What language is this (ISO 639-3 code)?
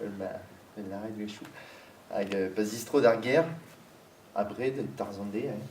bre